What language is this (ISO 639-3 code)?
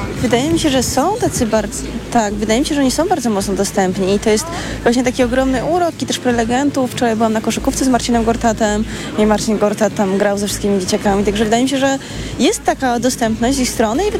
pol